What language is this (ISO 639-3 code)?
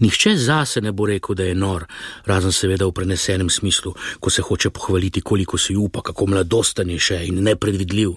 slv